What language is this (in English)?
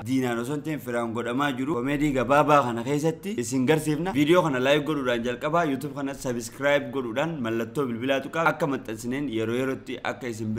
Oromo